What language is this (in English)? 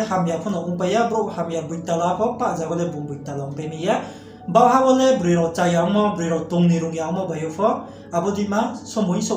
Riang (India)